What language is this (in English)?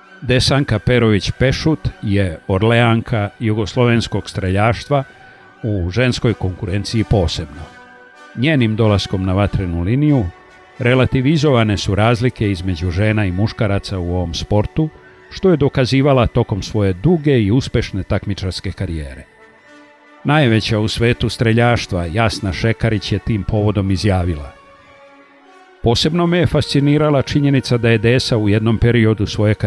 Serbian